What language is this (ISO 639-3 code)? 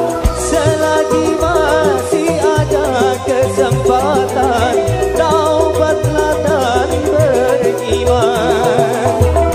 ind